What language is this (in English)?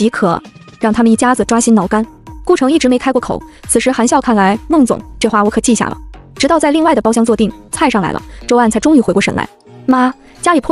Chinese